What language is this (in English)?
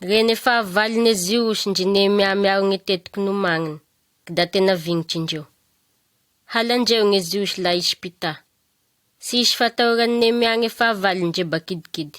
Malagasy